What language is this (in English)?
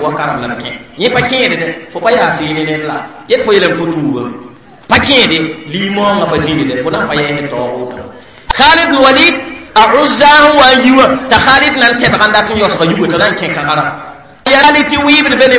Mossi